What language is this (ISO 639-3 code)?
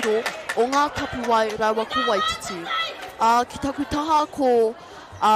mri